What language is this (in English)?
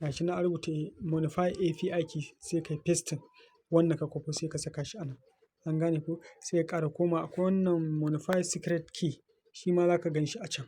Hausa